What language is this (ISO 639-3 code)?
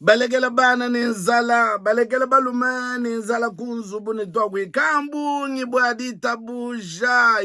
lua